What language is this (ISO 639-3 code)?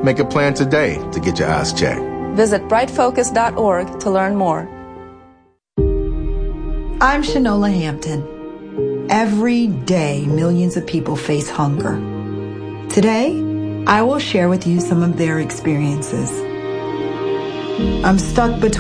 eng